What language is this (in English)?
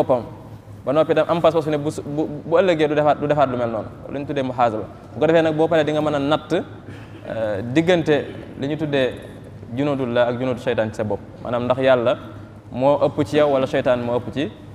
Wolof